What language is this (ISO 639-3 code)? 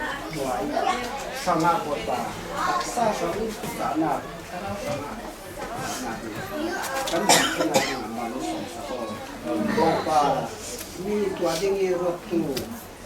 cfm